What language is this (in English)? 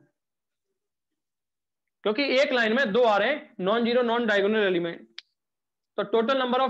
Hindi